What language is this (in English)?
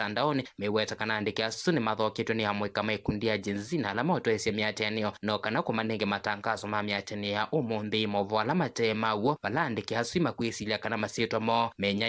Kamba